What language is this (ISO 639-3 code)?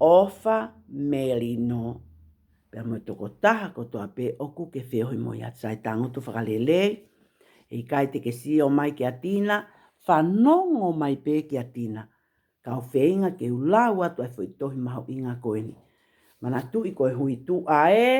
ton